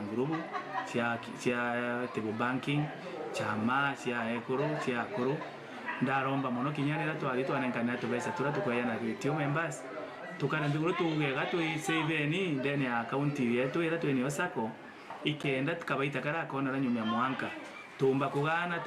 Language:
Meru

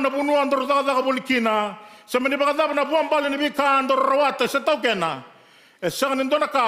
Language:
Fijian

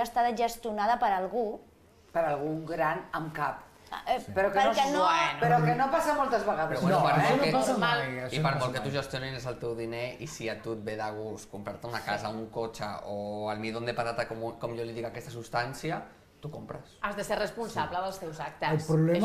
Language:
Catalan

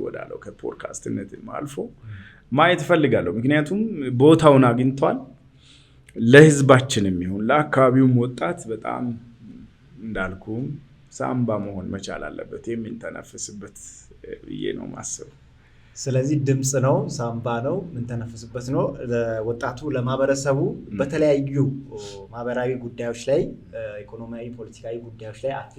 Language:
Amharic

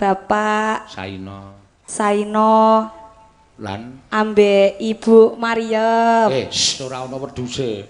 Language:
Javanese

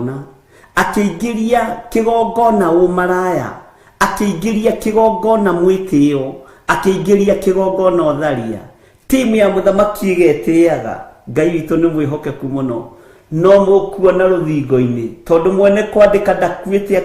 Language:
Kikuyu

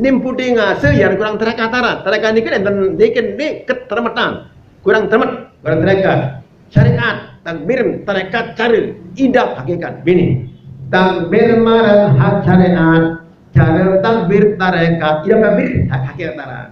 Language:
Sasak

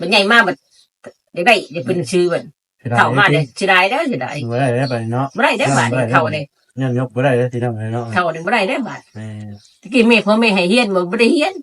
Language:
Lao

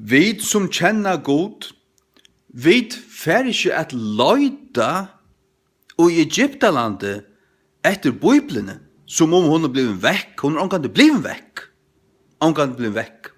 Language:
Faroese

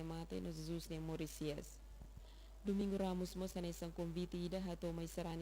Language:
Tetum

